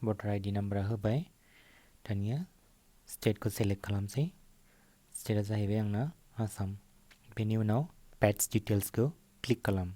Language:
Bodo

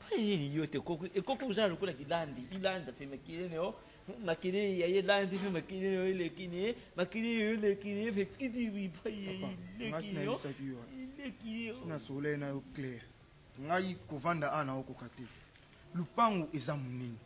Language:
Lingala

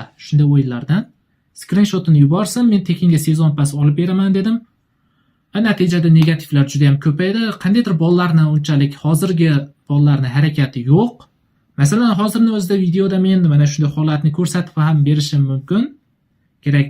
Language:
Uzbek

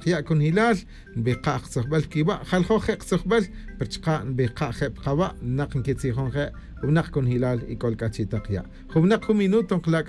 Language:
Kaqchikel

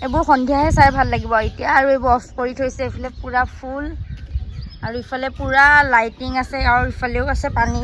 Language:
Assamese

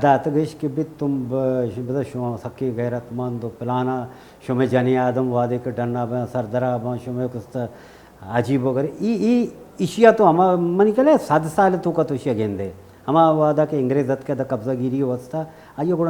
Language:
Baluchi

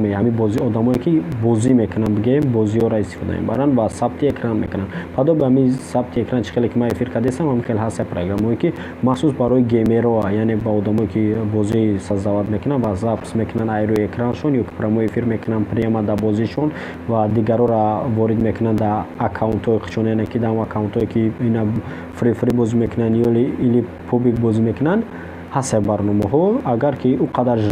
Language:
Tajik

